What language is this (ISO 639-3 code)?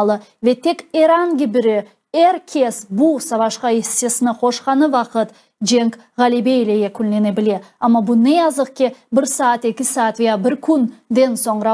crh